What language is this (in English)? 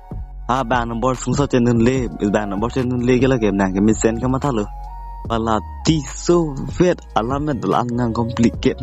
Karbi